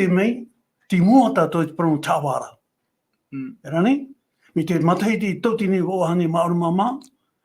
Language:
Tahitian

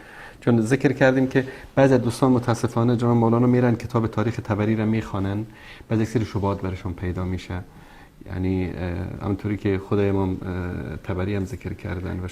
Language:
Persian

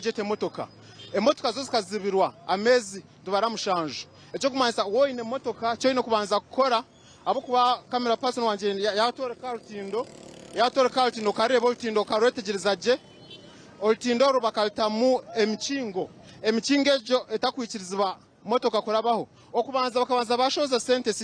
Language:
Nyankole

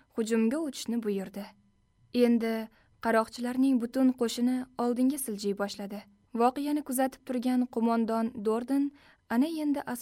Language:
Uzbek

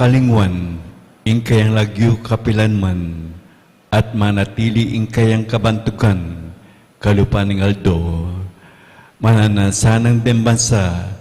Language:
Pampanga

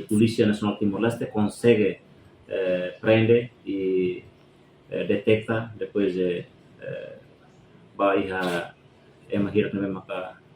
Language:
Tetum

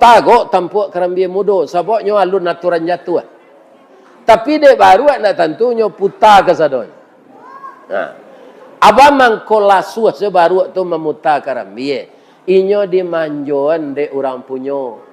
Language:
Minangkabau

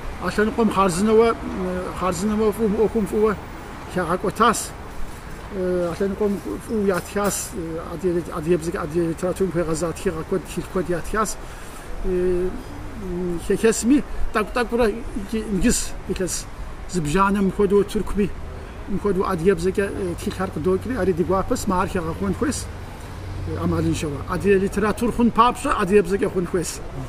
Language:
Kabardian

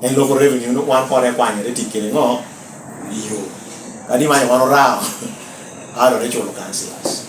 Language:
Lango (Uganda)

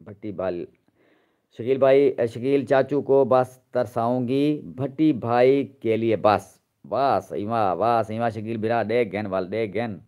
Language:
Saraiki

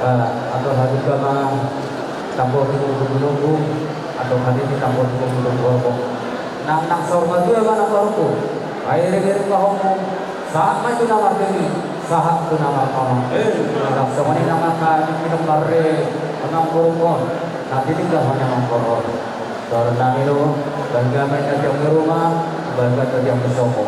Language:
Batak Toba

